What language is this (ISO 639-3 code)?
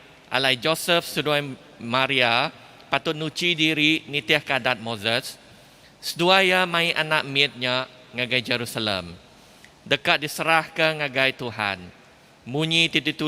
iba